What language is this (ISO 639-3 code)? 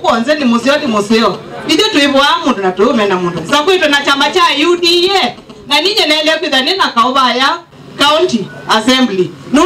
kam